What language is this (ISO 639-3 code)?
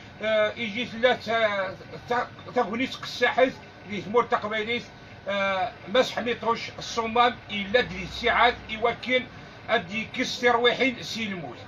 kab